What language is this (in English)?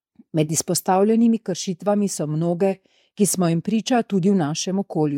Slovenian